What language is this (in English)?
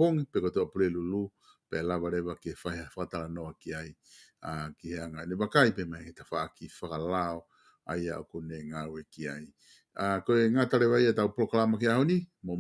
Tongan